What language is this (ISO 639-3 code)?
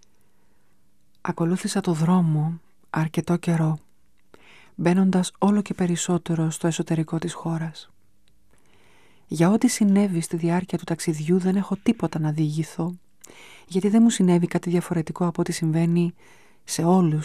ell